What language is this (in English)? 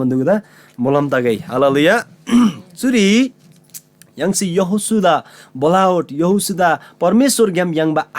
Eastern Tamang